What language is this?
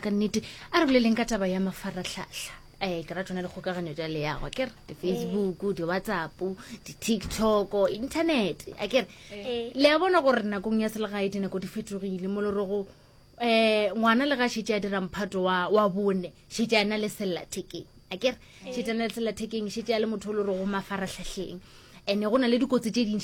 Northern Sotho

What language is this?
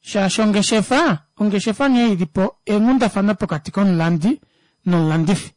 Kuanyama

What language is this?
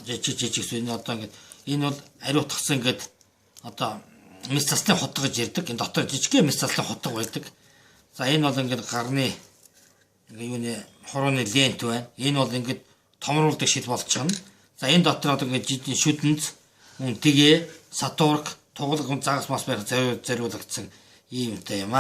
Mongolian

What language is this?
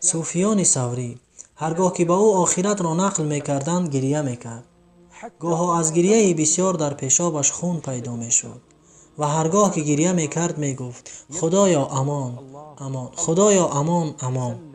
Tajik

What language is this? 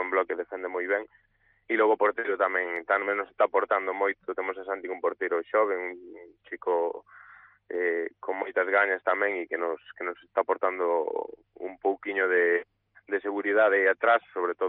Galician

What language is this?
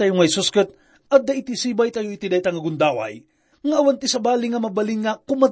Iloko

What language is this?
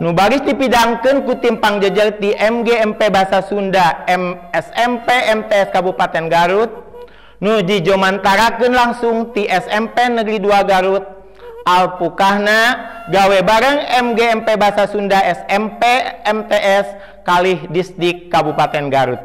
Sundanese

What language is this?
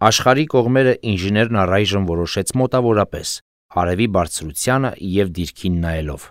Armenian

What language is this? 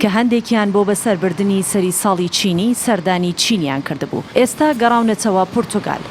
Central Kurdish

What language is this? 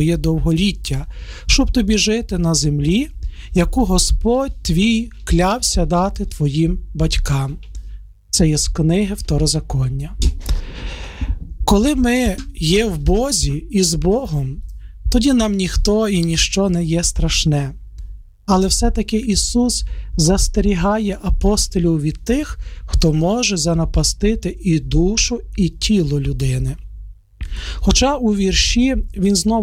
Ukrainian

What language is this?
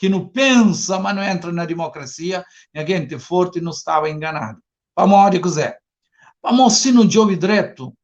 Kabuverdianu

